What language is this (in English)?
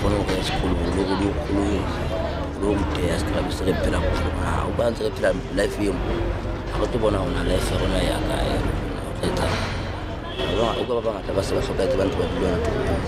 Southern Sotho